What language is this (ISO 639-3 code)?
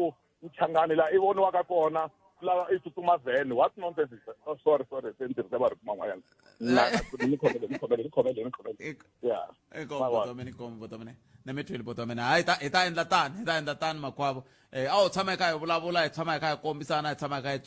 tso